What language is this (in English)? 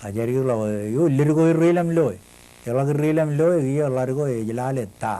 Marshallese